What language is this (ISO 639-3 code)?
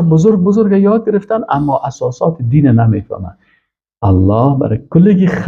fas